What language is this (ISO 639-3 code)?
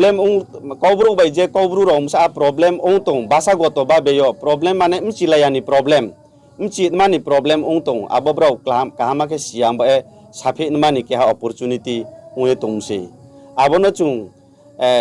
ria